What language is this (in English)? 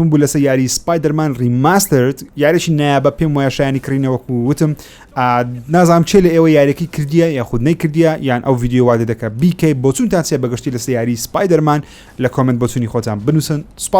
Central Kurdish